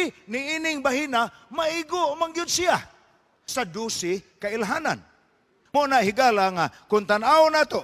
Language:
Cebuano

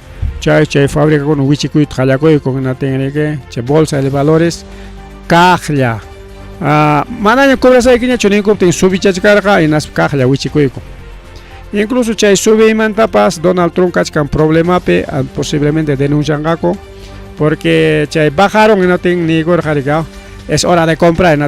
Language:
Ayacucho Quechua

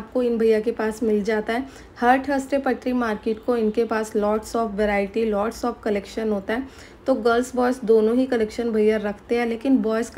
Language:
Hindi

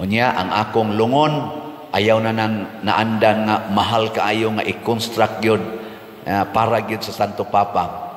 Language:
Cebuano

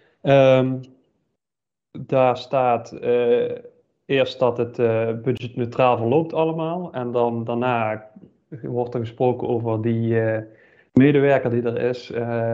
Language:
Dutch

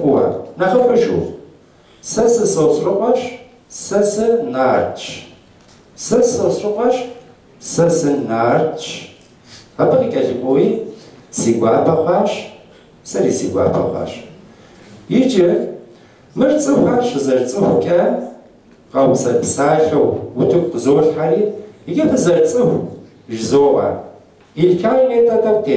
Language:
Kabardian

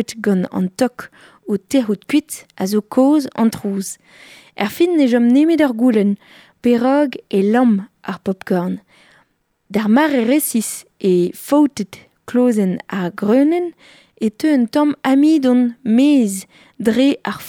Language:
Breton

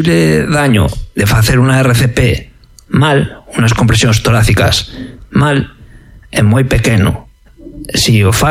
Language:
Galician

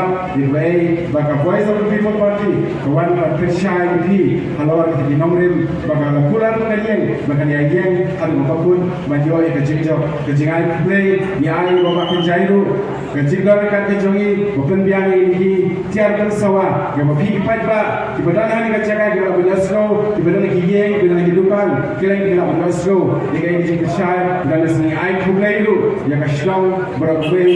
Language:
Khasi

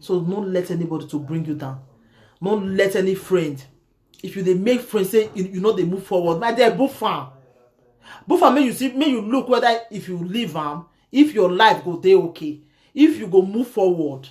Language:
Nigerian Pidgin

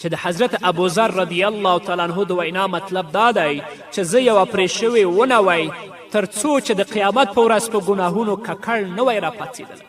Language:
Pashto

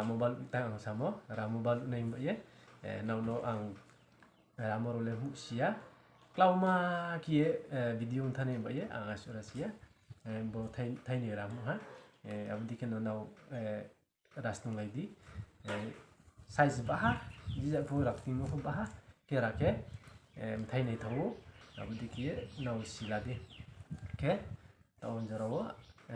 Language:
Riang (India)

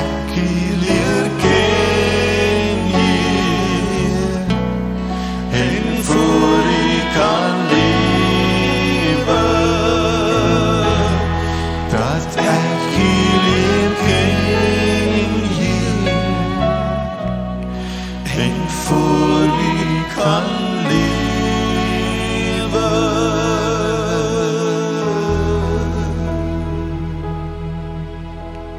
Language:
Afrikaans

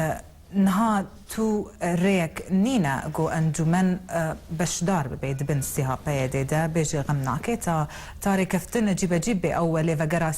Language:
Kurdish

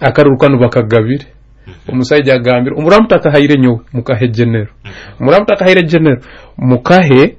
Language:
Nyoro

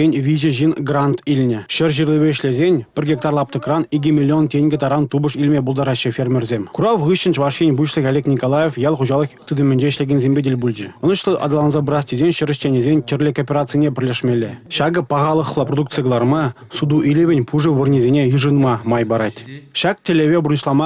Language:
Chuvash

